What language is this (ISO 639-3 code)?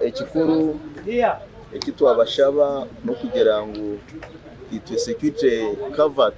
nyn